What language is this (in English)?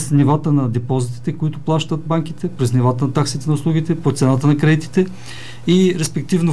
Bulgarian